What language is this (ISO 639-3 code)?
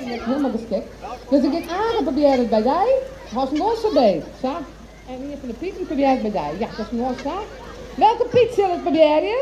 fry